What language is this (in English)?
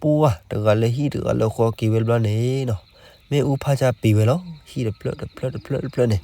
S'gaw Karen